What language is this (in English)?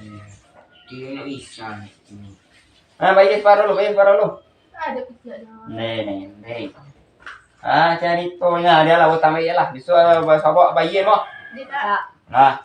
Minangkabau